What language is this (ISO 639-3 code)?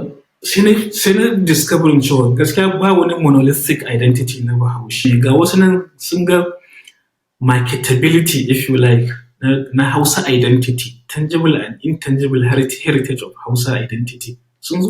hau